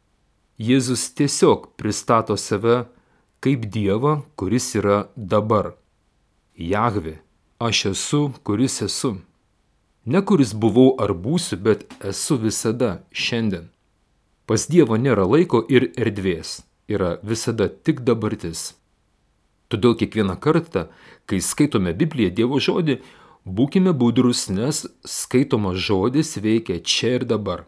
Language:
Lithuanian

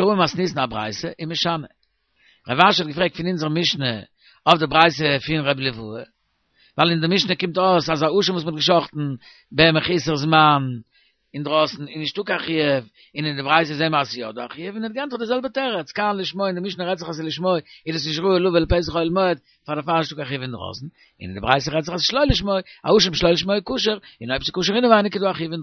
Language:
Yiddish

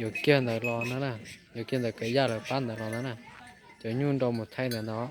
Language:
Hmong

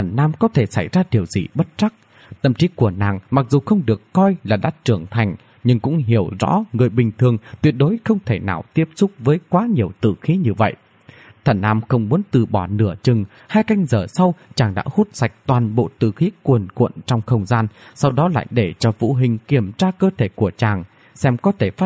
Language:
Vietnamese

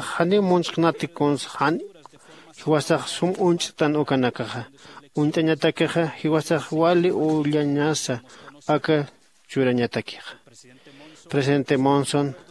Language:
Aymara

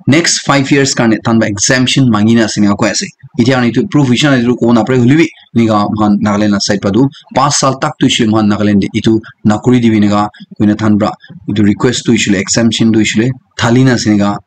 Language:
Naga Pidgin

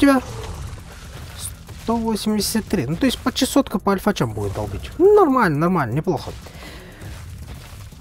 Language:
Russian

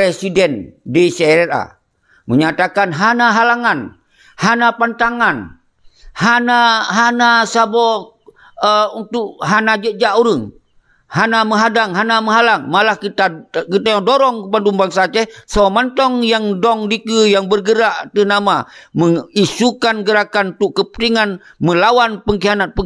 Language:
Achinese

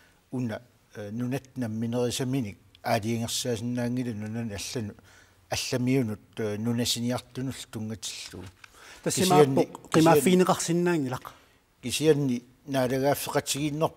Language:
Kalaallisut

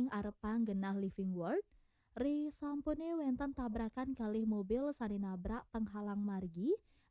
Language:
Balinese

